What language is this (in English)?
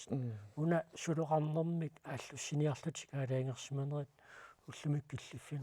Kalaallisut